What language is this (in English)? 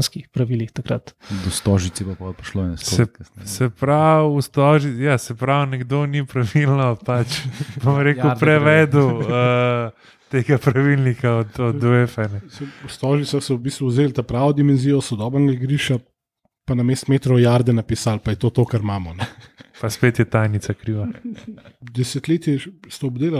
Slovenian